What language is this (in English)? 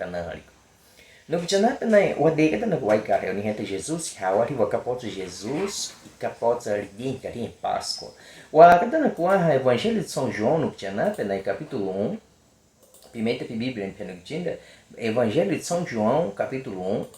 Baniwa